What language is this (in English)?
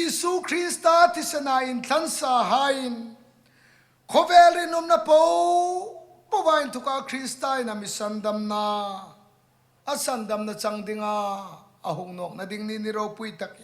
Hmar